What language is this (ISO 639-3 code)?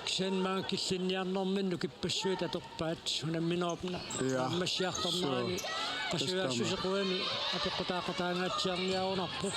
kal